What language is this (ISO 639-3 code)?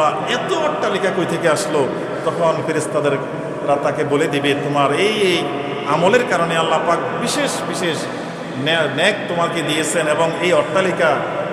ben